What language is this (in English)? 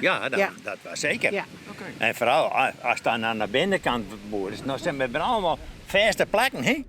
Western Frisian